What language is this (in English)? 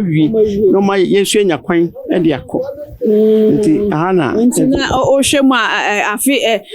Akan